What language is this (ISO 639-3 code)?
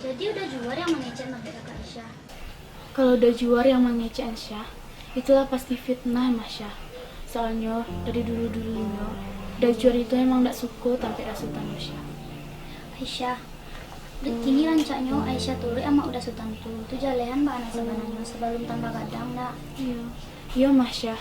min